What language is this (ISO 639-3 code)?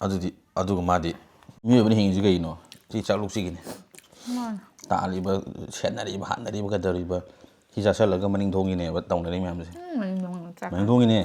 mni